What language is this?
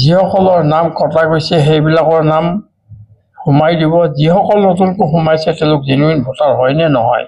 Assamese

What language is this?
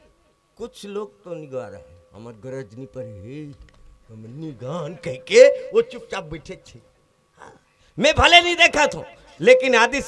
Chhattisgarhi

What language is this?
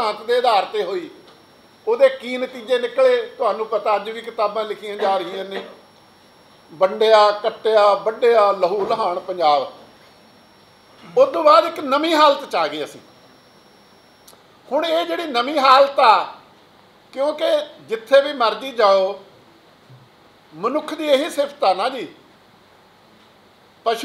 Punjabi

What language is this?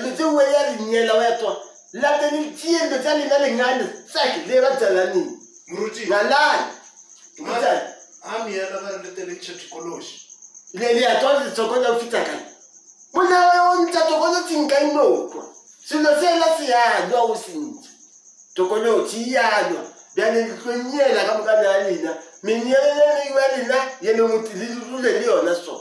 Northern Sotho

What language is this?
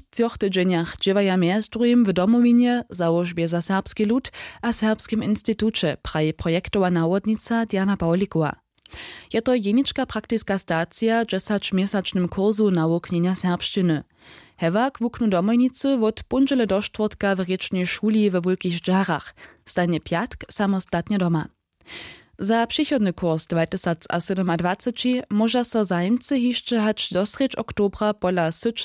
Upper Sorbian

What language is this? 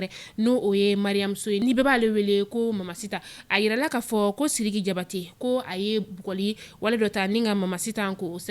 Bambara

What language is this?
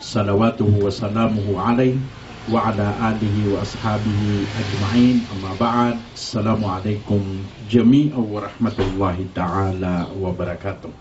Maranao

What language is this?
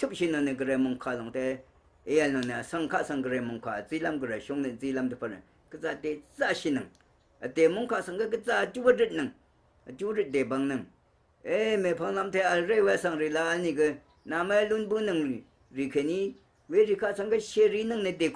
Rawang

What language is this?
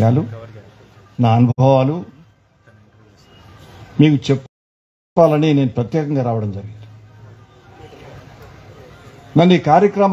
Telugu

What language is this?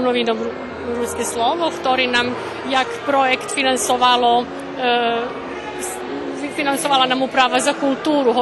Rusyn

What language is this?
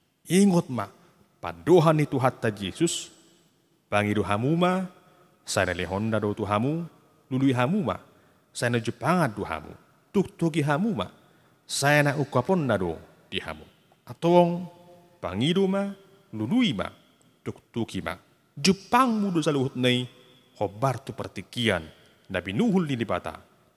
Batak Toba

